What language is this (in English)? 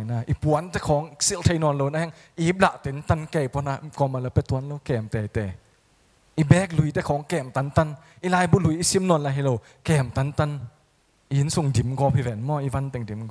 Tedim Chin